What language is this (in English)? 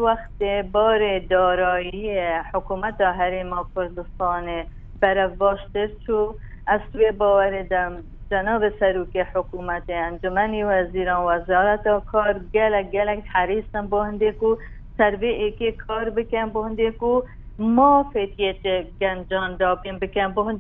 Kurdish